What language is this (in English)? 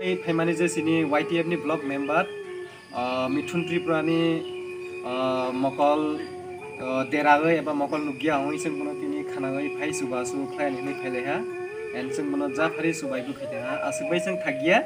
Kok Borok